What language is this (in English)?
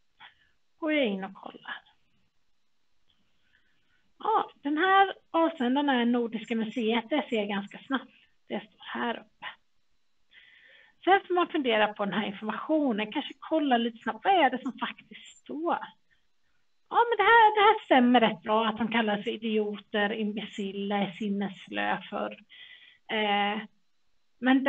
Swedish